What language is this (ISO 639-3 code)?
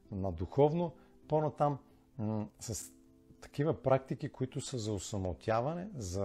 bul